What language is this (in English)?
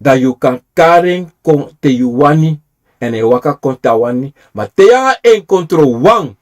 Sranan Tongo